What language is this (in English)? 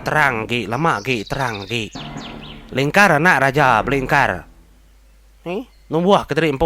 Iban